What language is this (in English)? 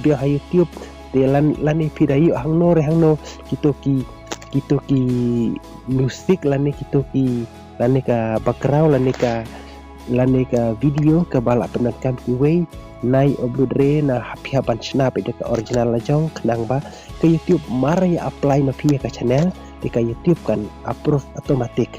Khasi